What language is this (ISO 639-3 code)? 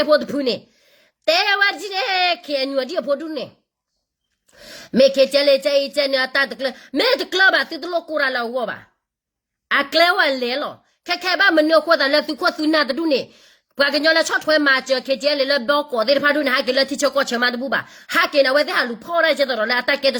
ksw